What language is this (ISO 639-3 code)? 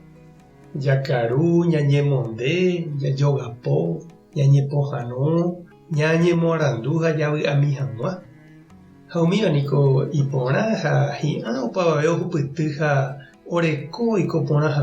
grn